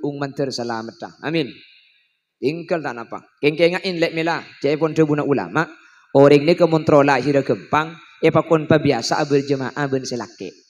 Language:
Madurese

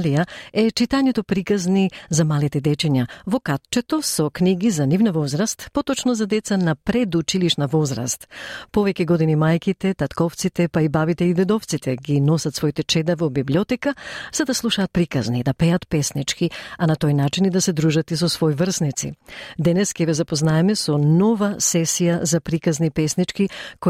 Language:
Macedonian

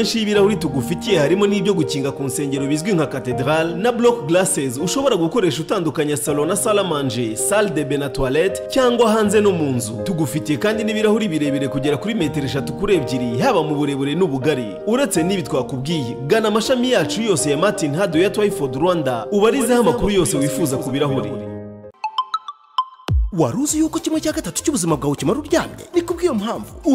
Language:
Kinyarwanda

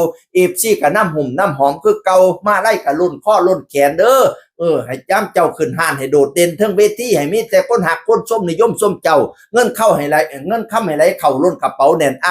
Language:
Northeastern Thai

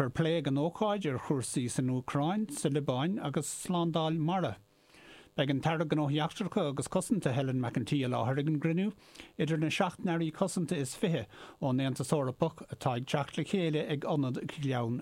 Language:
Irish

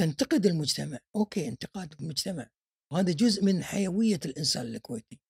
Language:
Gulf Arabic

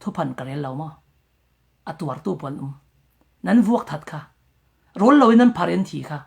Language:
Falam Chin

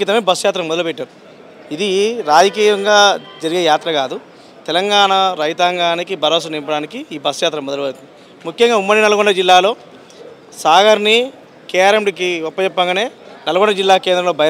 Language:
Telugu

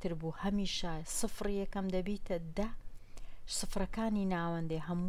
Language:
Central Kurdish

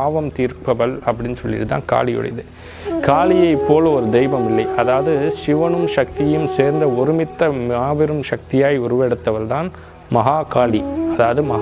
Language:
Tamil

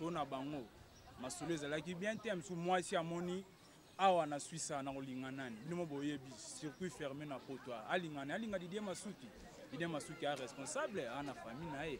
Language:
Lingala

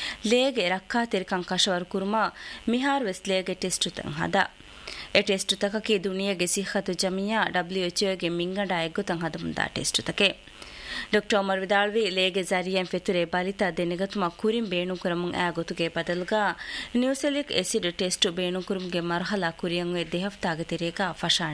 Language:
Divehi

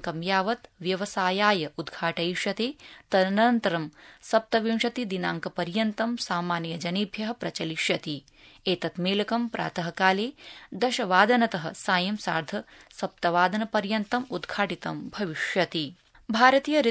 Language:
Sanskrit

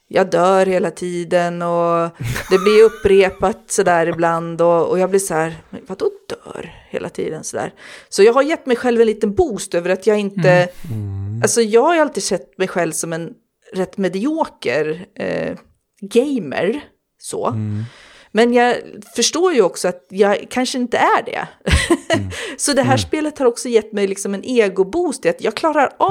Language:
Swedish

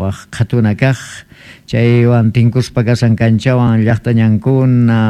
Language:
South Bolivian Quechua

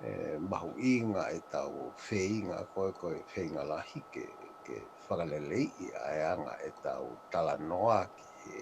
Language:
Tongan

